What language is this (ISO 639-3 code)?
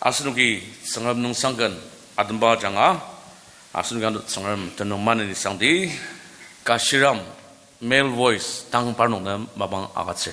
njo